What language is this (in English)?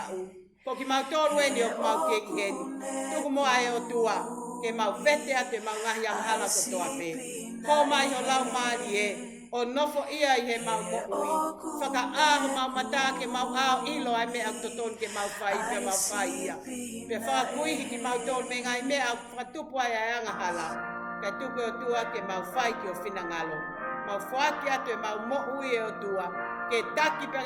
Tongan